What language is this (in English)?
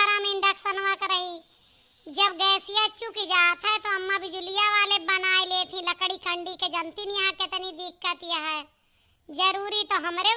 Awadhi